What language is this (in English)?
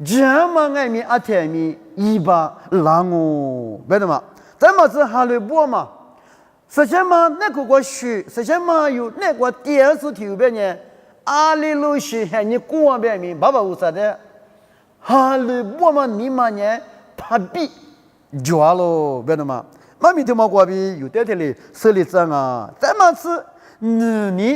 Lisu